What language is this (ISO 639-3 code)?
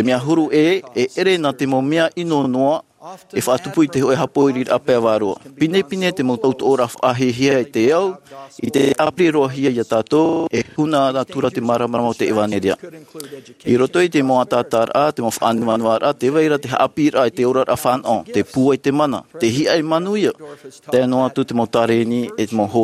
tah